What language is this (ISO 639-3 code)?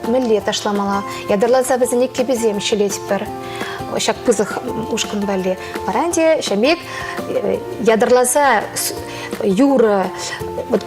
chv